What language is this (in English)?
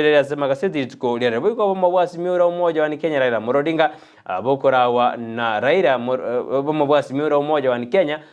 Gusii